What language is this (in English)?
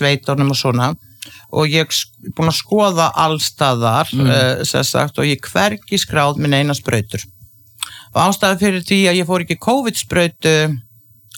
Icelandic